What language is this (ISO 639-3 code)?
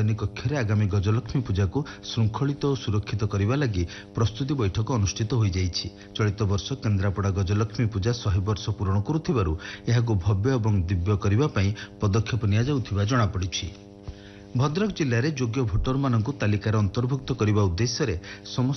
ori